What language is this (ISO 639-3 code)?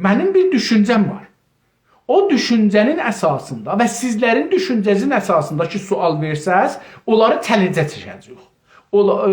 azb